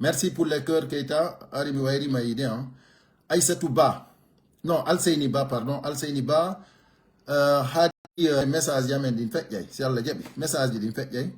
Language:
Pular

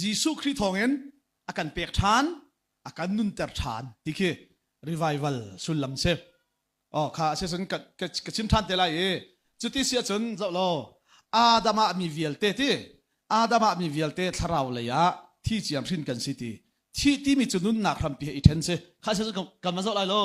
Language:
Hakha Chin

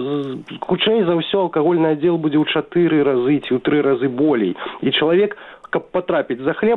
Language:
Belarusian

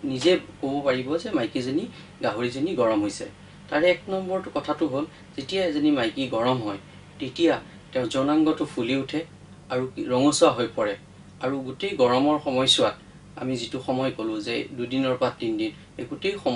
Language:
Assamese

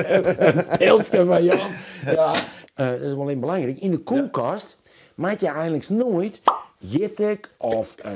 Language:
Western Frisian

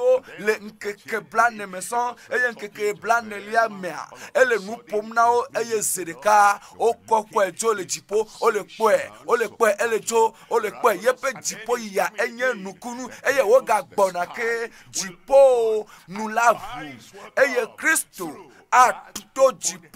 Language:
Ewe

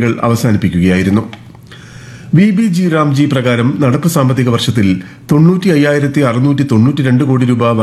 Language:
Malayalam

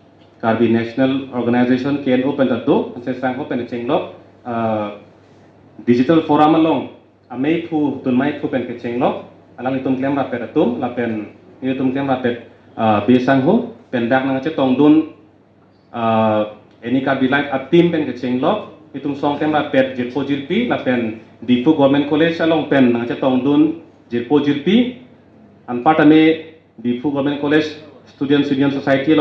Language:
Karbi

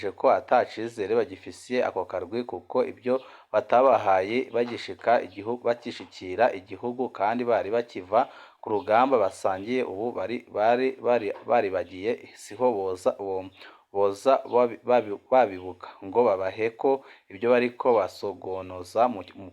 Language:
Rundi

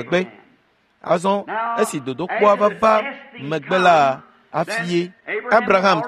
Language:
Ewe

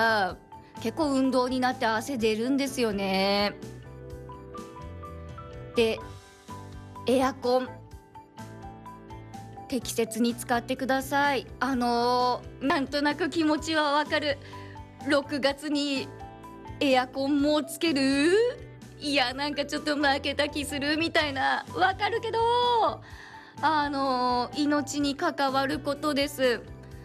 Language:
Japanese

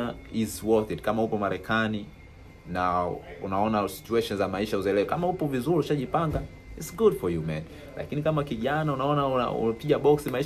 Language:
Swahili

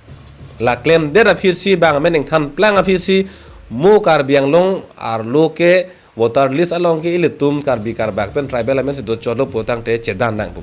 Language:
Karbi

